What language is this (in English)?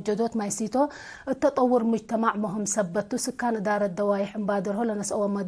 Tigre